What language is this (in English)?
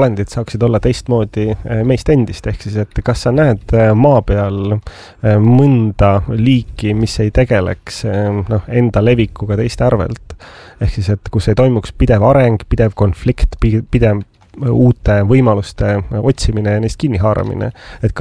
Estonian